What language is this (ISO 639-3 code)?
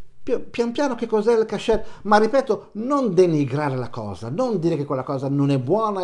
ita